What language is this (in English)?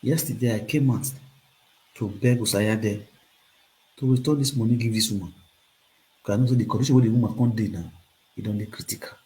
Nigerian Pidgin